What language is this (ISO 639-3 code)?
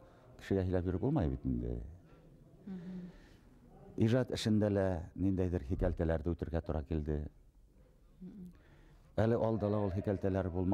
bak